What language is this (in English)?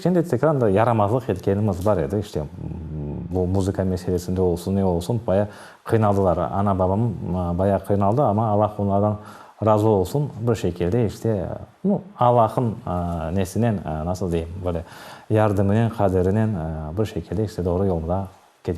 Crimean Tatar